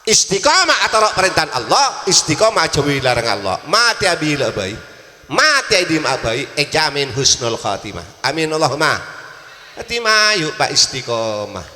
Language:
Madurese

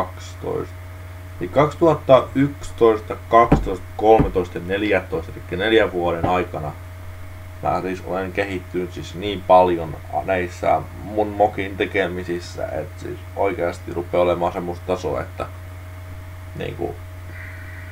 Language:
Finnish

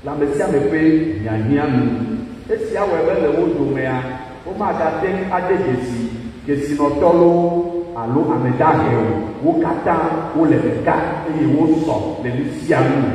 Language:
Ewe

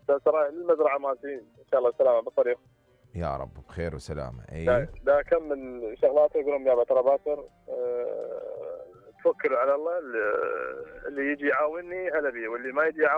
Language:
Mesopotamian Arabic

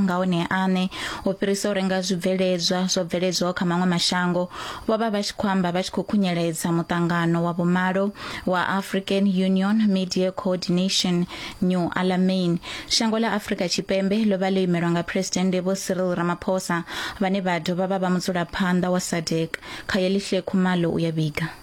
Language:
Venda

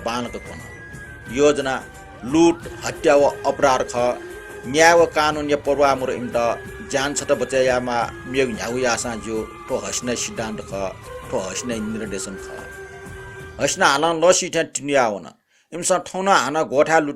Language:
Newari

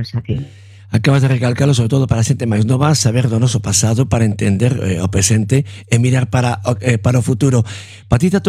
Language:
Galician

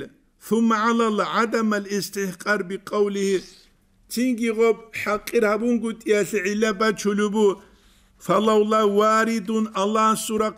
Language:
Avaric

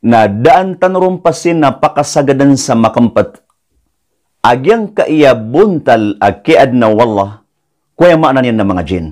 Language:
Maranao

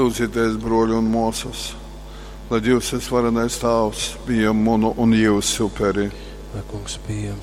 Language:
Latgalian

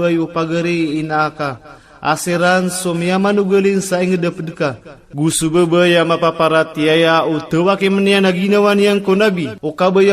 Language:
Maranao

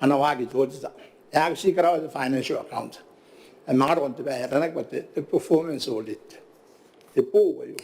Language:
Gilbertese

